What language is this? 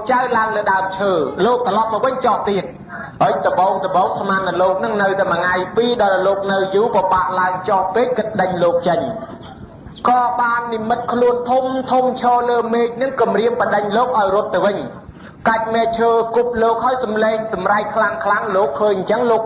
Khmer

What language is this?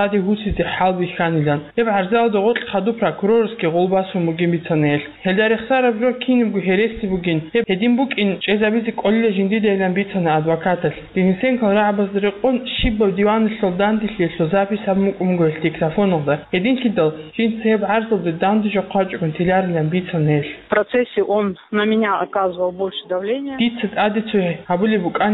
Avaric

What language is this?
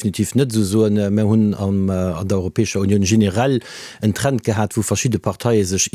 Luxembourgish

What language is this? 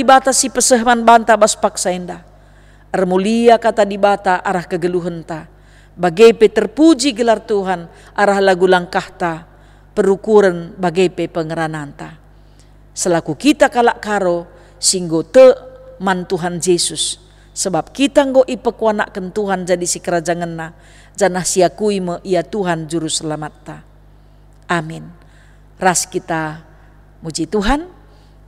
Batak Karo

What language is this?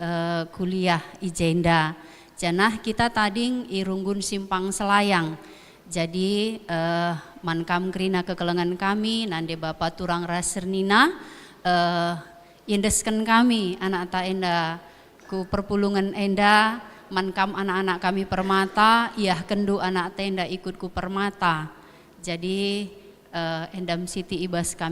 Batak Karo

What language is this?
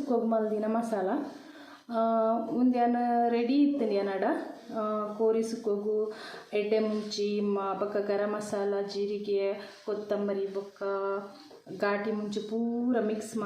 Tulu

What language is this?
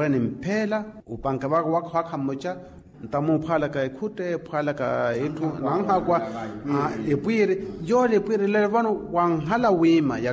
Makhuwa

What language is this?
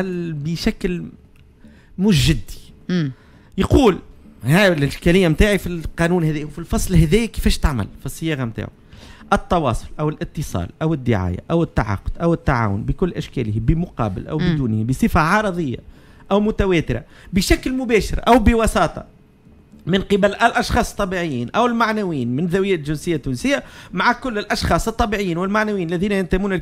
Tunisian Arabic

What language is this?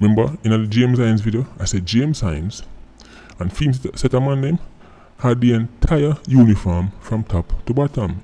Jamaican Creole English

